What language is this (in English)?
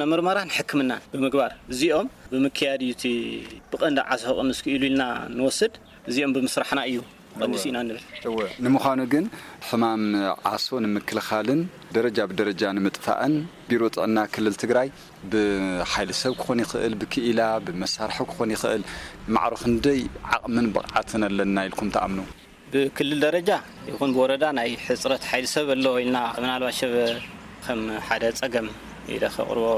Tigrinya